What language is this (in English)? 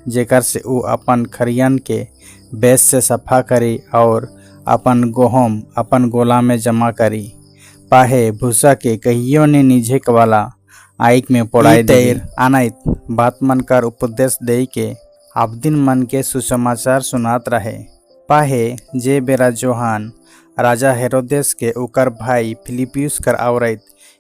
Sadri